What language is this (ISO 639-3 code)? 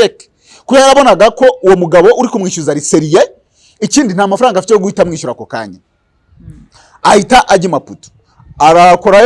kin